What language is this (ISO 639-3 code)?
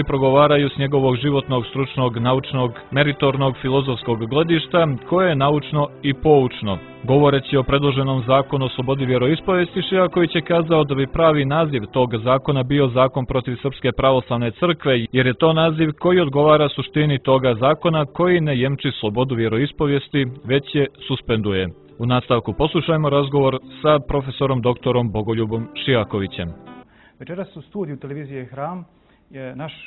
srp